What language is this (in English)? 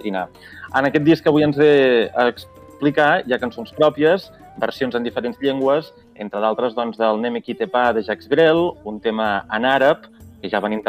Catalan